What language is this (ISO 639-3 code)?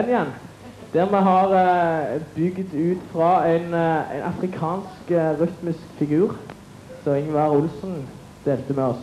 nor